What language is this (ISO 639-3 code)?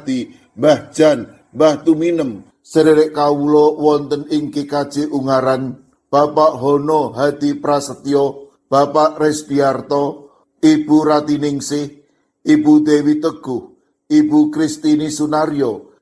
jav